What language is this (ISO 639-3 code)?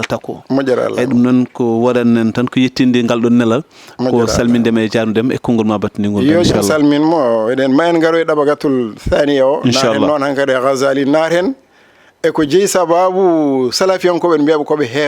ful